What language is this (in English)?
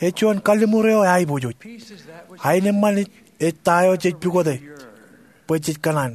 Marshallese